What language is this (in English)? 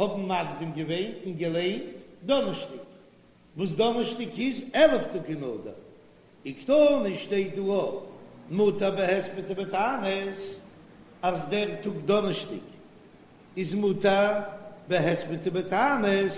Yiddish